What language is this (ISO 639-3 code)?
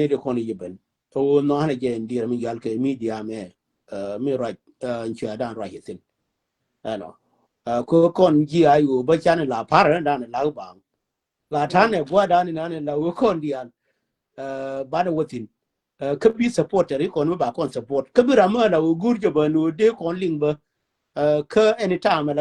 nus